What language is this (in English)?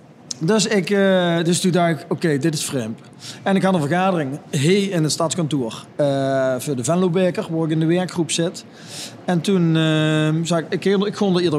Limburgish